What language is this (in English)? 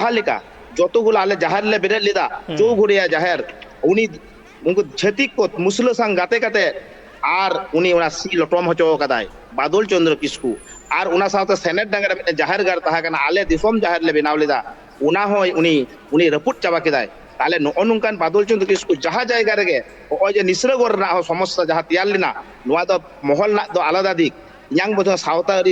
Santali